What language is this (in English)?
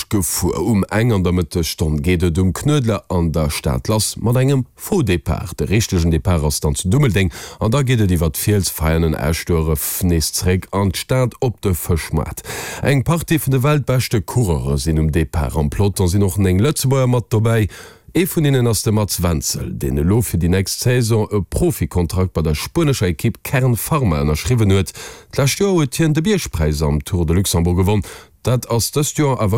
Luxembourgish